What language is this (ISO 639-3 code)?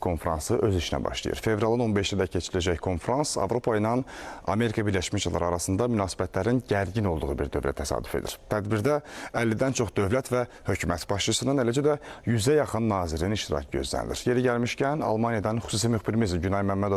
aze